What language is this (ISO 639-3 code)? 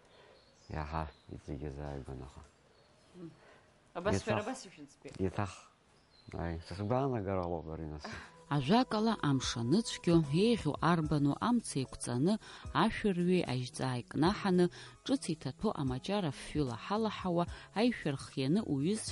abk